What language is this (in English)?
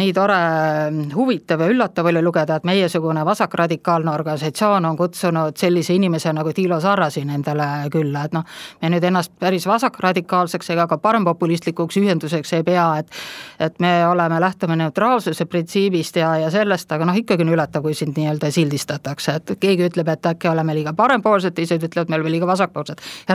Estonian